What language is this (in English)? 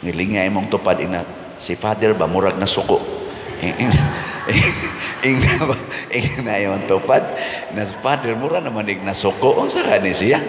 Cebuano